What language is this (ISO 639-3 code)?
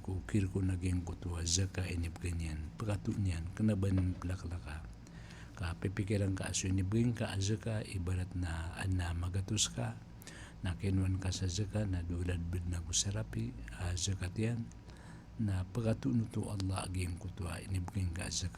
mrw